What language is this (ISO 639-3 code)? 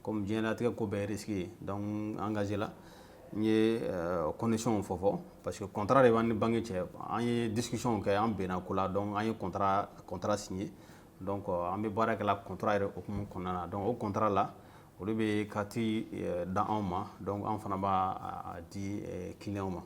bam